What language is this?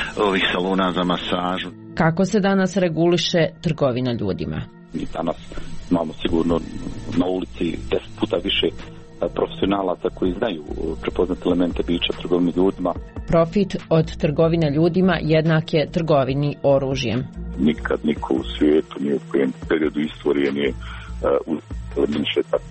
Serbian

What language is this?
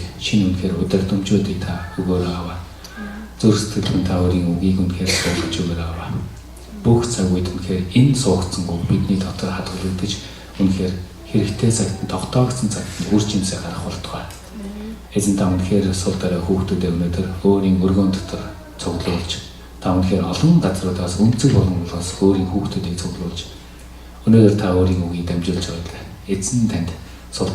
Mongolian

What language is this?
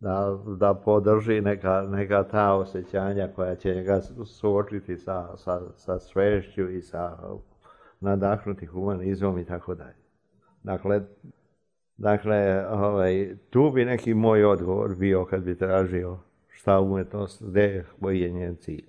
Serbian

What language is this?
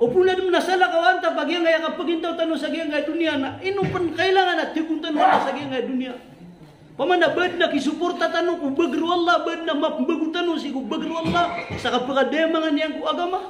Maranao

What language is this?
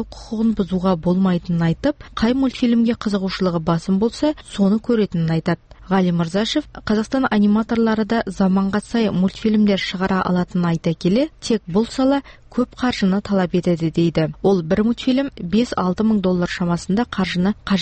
Kazakh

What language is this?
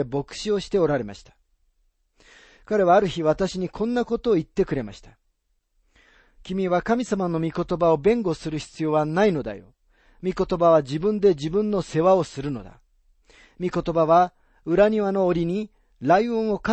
Japanese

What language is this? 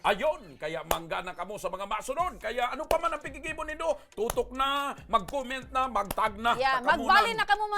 Bikol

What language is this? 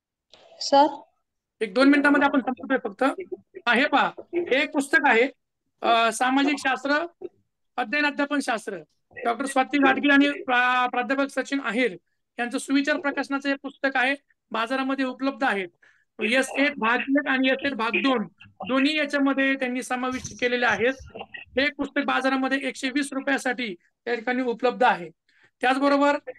Marathi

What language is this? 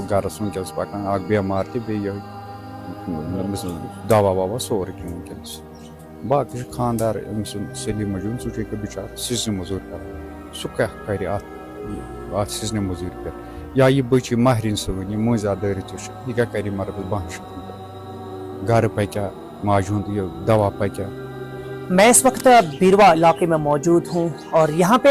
Kashmiri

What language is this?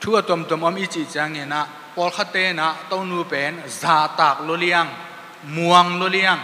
Tedim Chin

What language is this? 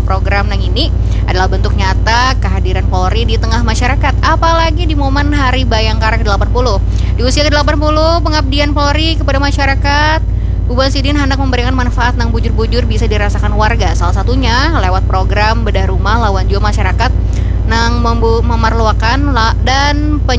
Banjar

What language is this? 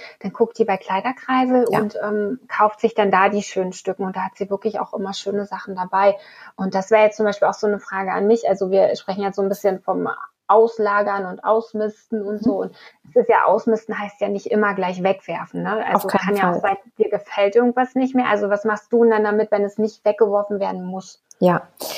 German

